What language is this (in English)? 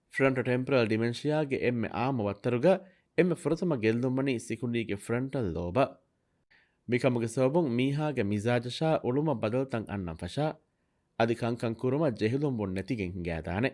Divehi